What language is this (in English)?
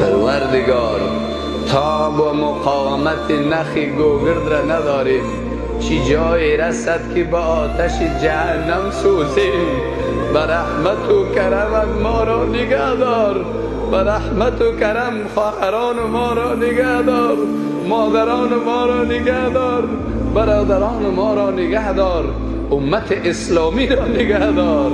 Persian